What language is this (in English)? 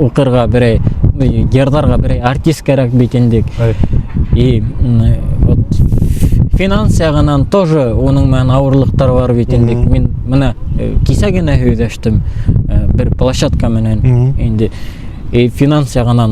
Bashkir